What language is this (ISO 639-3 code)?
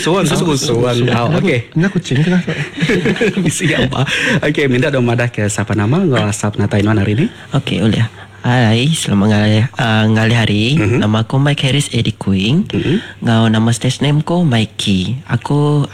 iba